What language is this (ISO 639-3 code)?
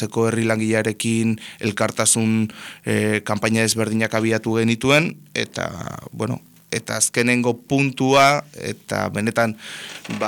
eus